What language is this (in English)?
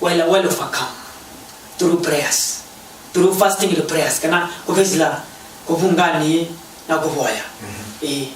Kamba